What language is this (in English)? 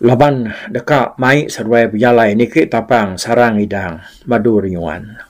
Iban